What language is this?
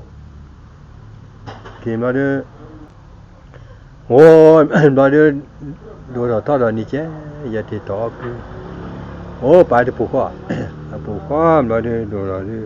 S'gaw Karen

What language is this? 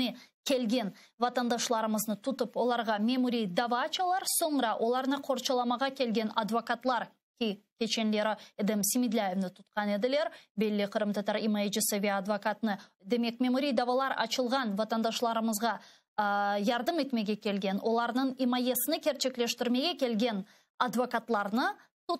Crimean Tatar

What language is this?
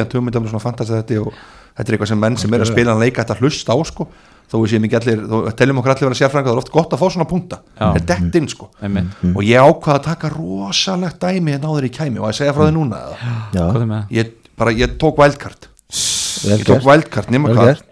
Icelandic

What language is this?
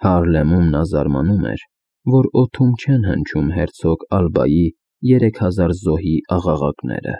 Armenian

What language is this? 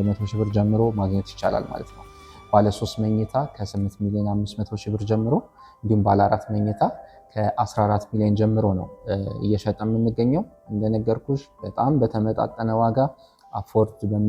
Amharic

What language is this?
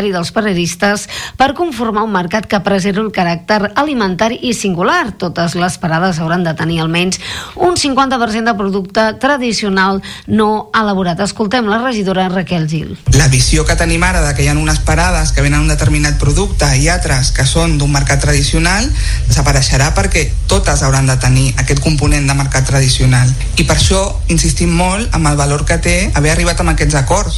Catalan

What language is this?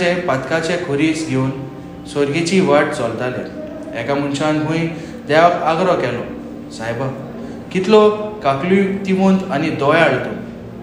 Konkani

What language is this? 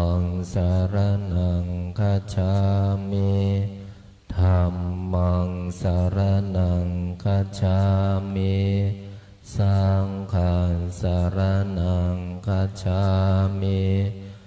Pali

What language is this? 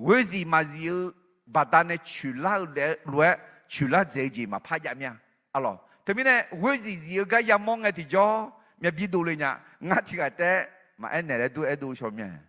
Akha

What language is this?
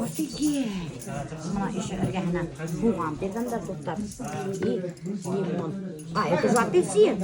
Bashkir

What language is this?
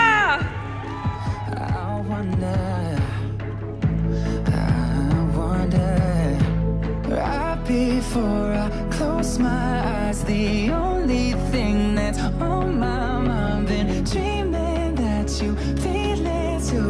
English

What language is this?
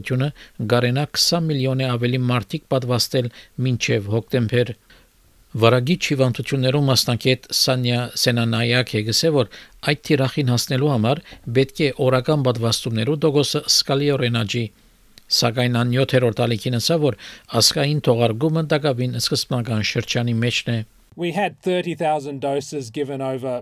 Armenian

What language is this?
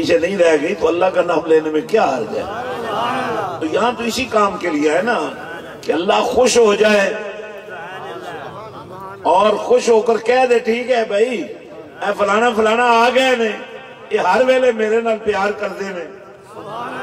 Urdu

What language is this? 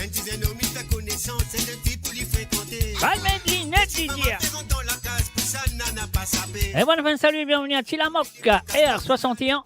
Morisyen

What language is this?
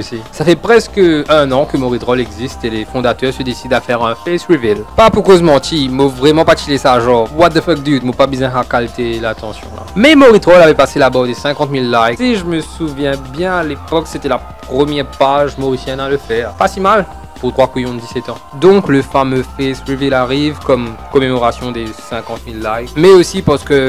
Morisyen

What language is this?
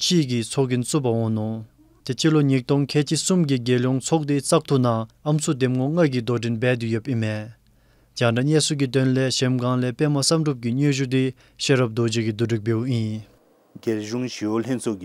Dzongkha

